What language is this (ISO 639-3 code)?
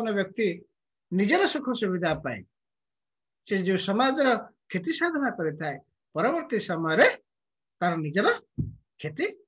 ori